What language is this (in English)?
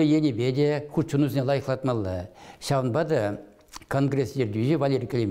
Chuvash